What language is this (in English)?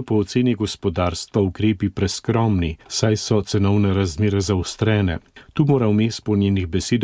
Slovenian